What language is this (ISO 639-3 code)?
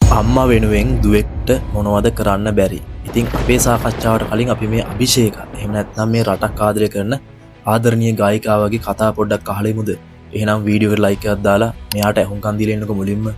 sin